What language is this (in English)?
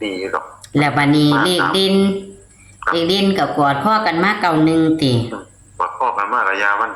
Northeastern Thai